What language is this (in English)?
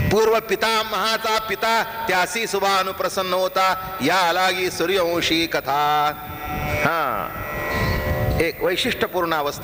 Marathi